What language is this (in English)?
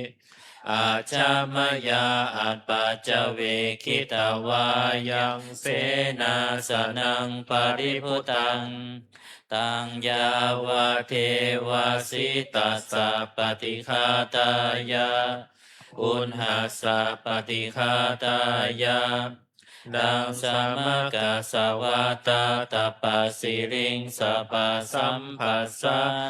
Pali